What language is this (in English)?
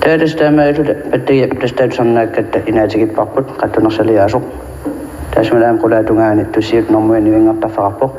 Kalaallisut